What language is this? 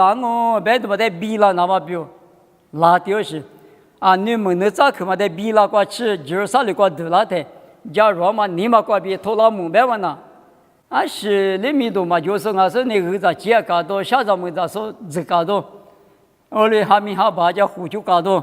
Lisu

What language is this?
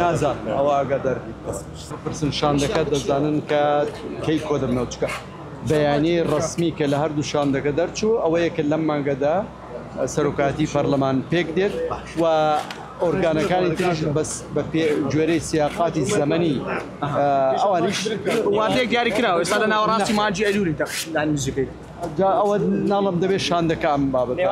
Central Kurdish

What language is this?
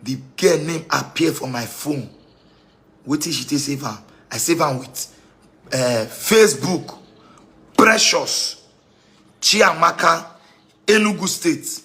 Nigerian Pidgin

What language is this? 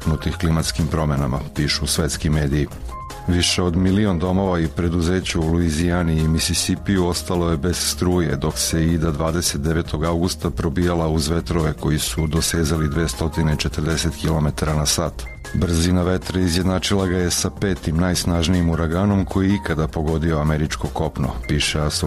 Serbian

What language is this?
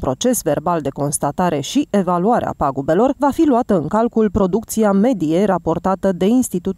Romanian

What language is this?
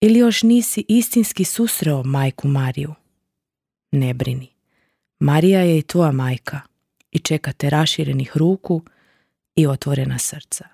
Croatian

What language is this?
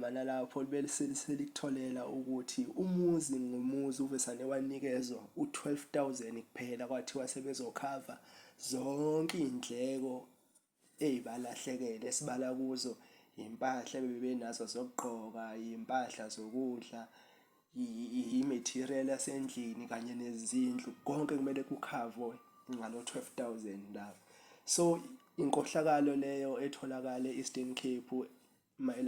Zulu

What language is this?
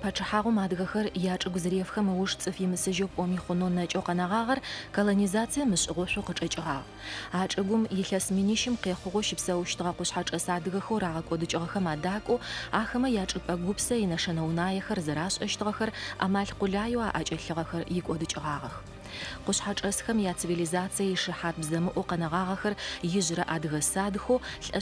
Adyghe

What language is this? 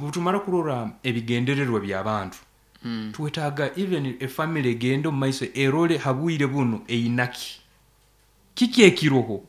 Nyankole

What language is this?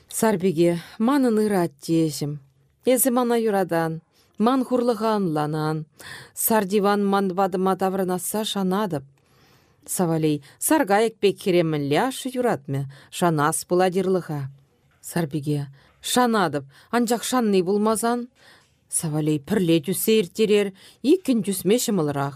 Chuvash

